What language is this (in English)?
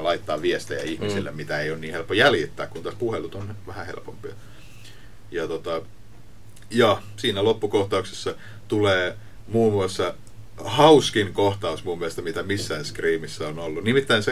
Finnish